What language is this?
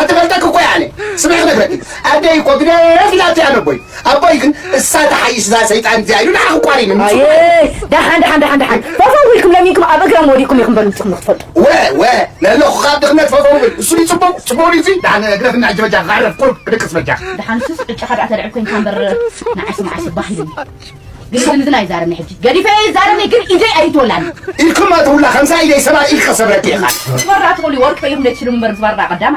Tigrinya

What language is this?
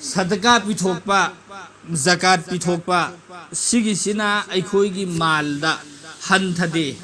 Manipuri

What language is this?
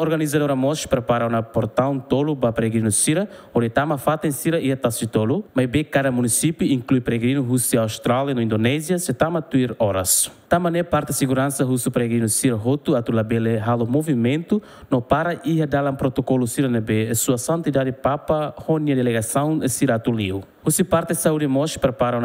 Tetum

